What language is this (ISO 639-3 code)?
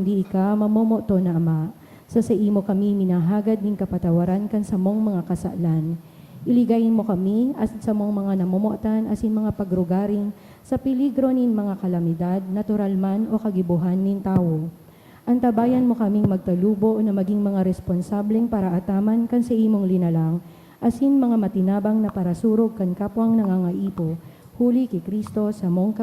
bik